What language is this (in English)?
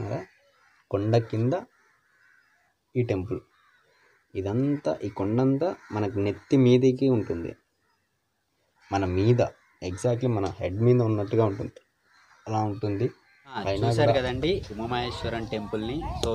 Telugu